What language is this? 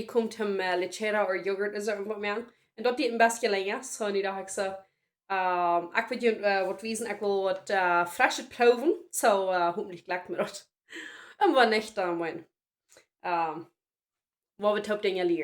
Plautdietsch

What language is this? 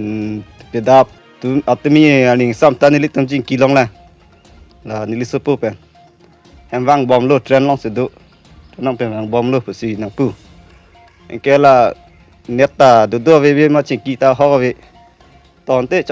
Karbi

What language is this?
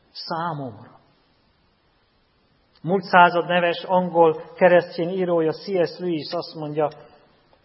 Hungarian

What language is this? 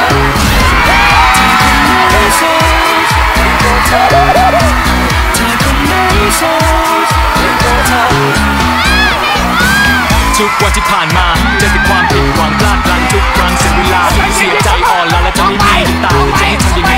Thai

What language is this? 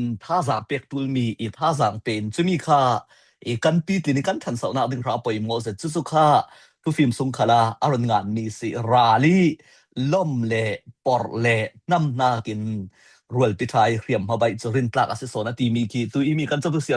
Falam Chin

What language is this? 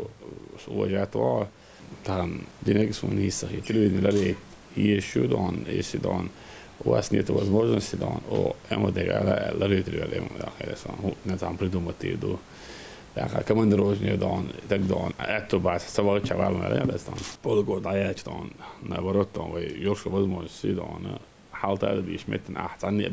Chechen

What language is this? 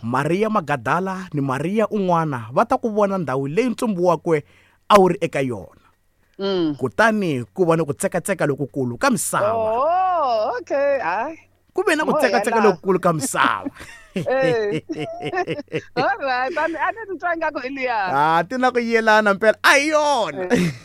Tsonga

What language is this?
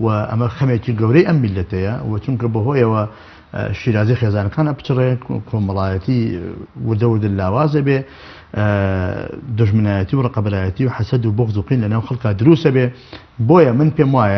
Central Kurdish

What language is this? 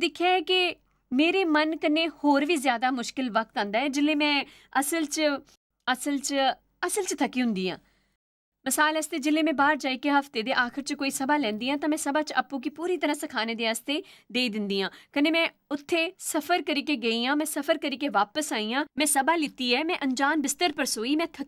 Dogri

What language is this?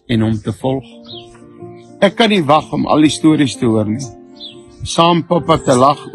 Afrikaans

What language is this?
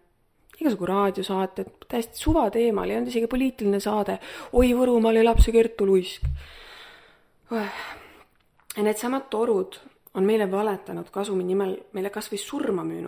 Estonian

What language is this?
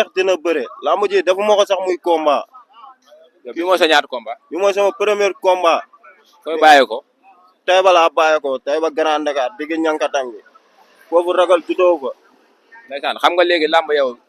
Wolof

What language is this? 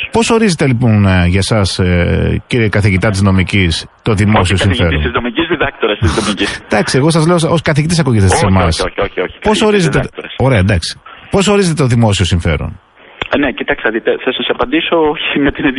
Greek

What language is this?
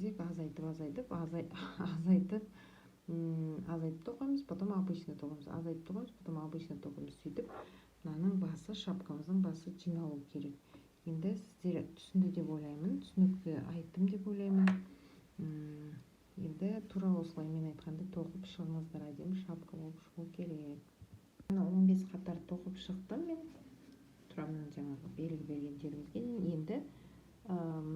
Kazakh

